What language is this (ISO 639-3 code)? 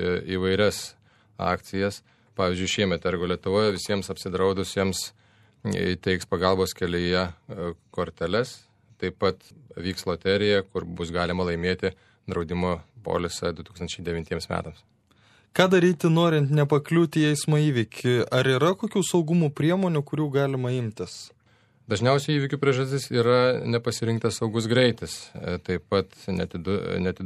lit